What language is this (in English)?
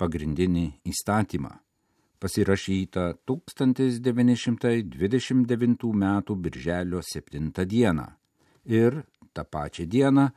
Lithuanian